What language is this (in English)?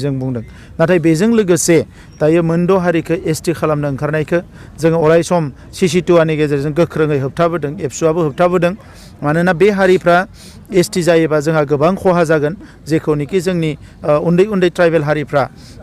Bodo